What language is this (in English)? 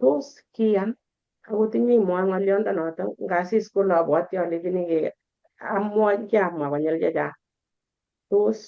Kalenjin